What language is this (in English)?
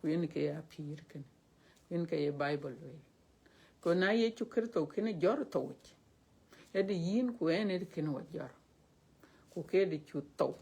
Dinka